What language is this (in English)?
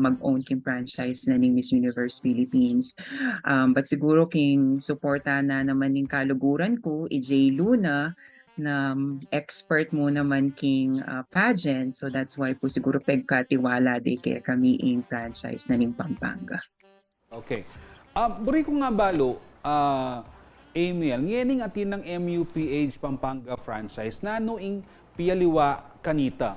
Pampanga